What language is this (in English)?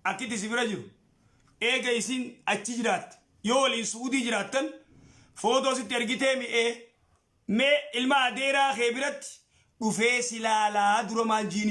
Oromo